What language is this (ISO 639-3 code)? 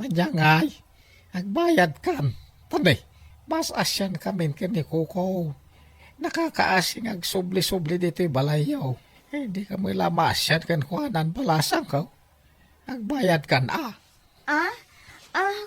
ilo